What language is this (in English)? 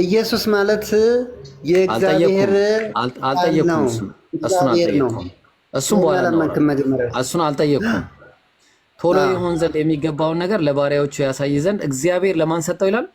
Amharic